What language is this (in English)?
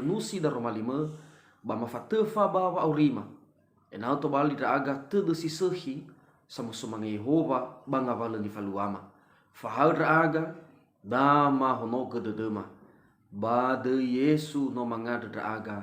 Nias